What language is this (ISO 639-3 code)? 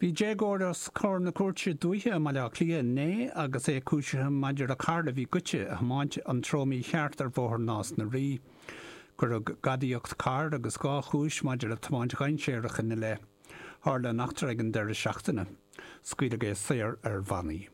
gle